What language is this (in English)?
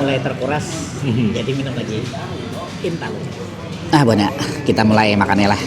Banjar